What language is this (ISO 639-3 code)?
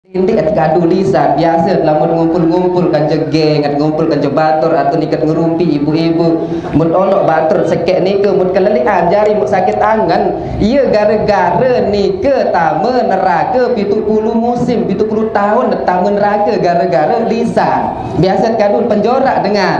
sas